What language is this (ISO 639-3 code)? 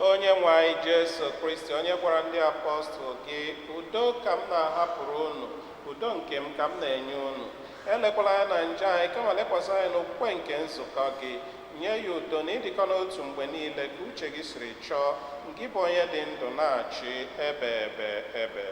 ibo